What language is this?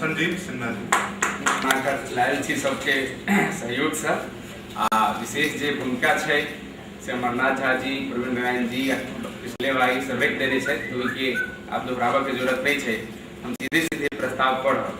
Maithili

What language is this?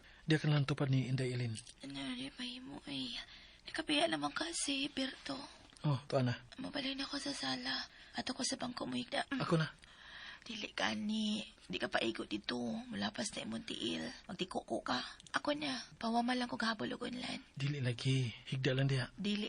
Cebuano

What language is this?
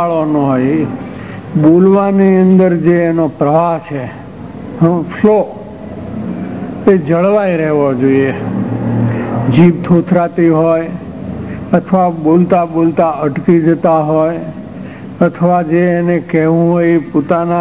Gujarati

